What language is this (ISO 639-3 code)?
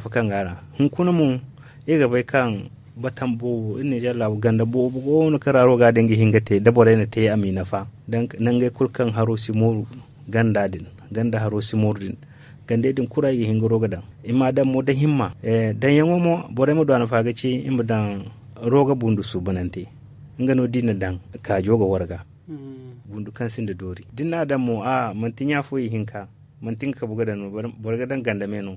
dje